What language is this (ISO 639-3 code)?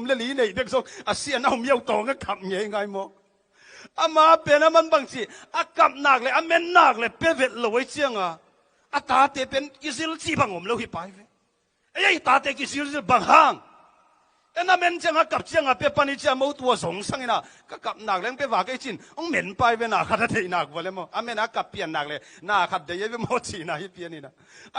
ctd